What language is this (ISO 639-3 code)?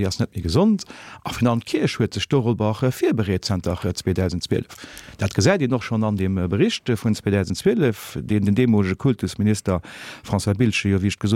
ltz